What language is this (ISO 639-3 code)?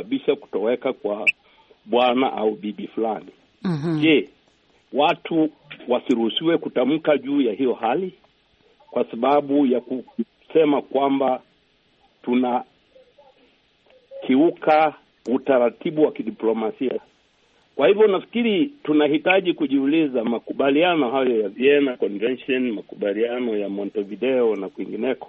swa